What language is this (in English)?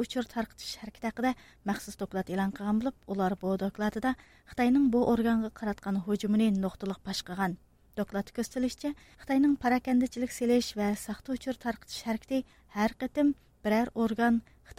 Uyghur